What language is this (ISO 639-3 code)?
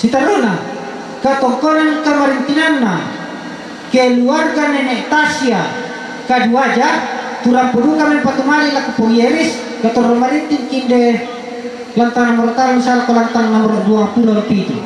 sda